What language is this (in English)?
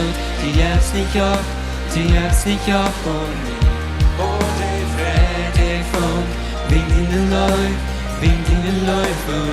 Plautdietsch